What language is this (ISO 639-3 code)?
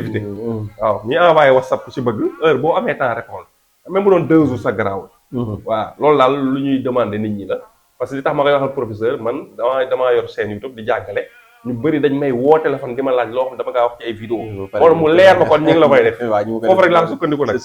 wol